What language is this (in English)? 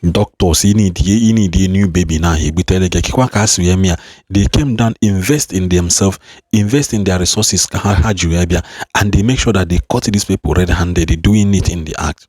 Igbo